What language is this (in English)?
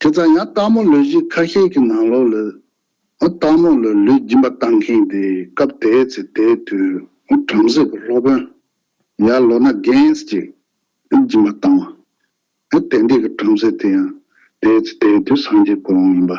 Tibetan